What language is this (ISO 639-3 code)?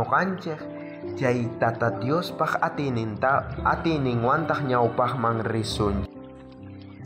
quh